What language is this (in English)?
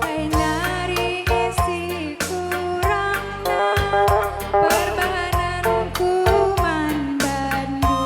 Batak Karo